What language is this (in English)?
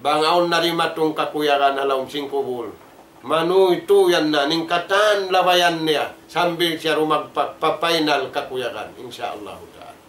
Tausug